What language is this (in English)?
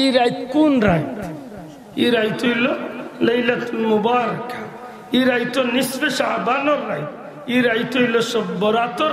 Sylheti